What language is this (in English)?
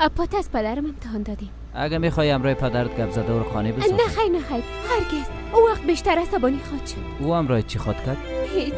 Persian